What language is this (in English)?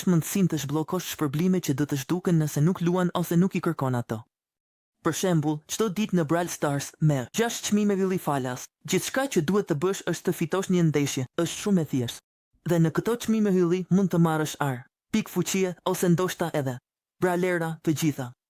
Albanian